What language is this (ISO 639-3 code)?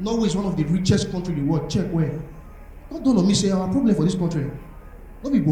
pcm